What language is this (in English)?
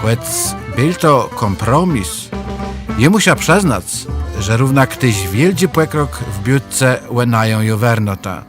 Kashubian